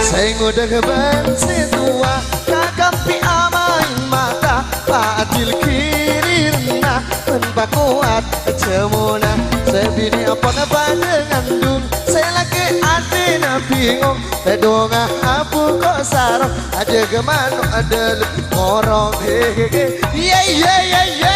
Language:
Madurese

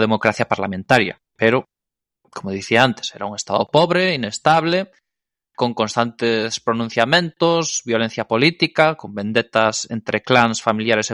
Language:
Galician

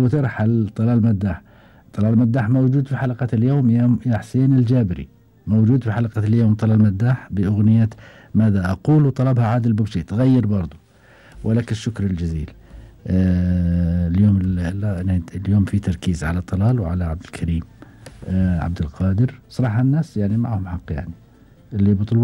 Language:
Gulf Arabic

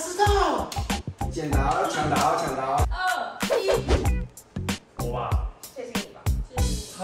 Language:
Chinese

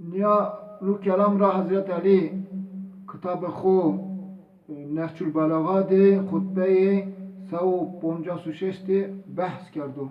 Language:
Zaza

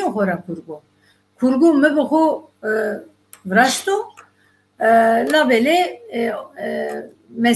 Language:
Zaza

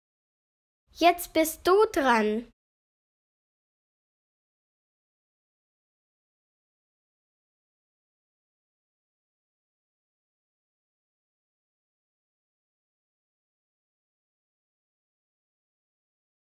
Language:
German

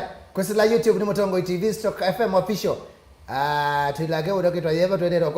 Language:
Kamba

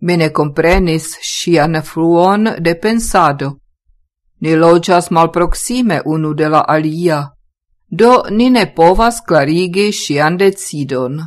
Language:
Esperanto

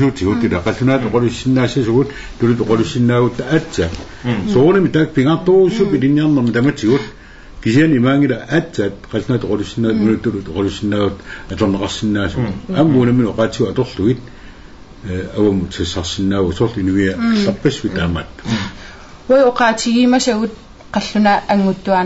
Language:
Kalaallisut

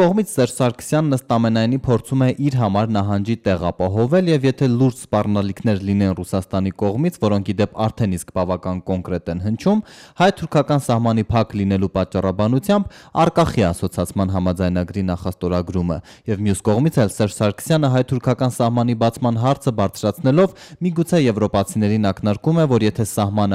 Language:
Armenian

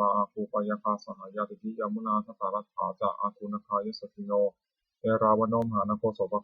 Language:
Pali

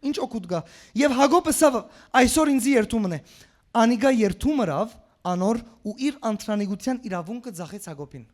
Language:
Western Armenian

